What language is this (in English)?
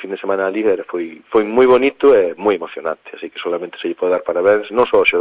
Galician